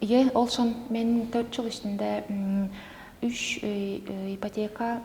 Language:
Tuvinian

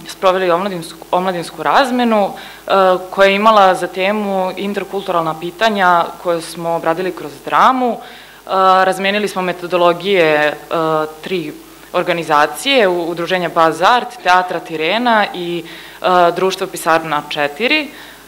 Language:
Serbian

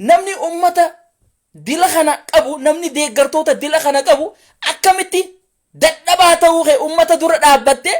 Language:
Oromo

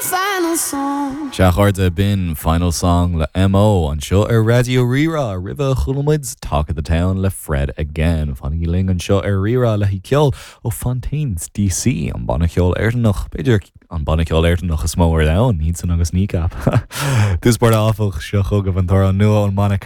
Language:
Irish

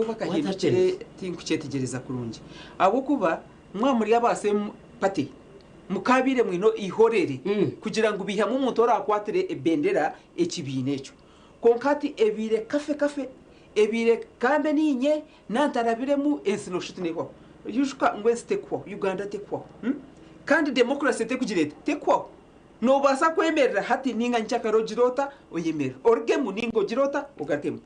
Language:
Nyankole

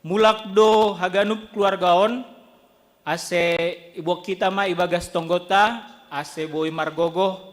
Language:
Batak Simalungun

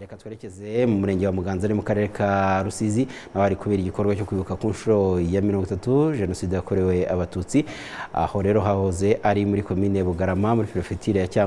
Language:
Kinyarwanda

